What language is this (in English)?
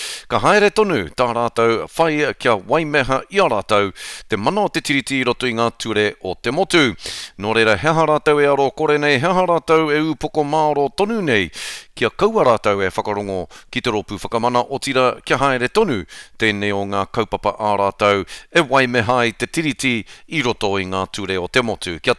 Māori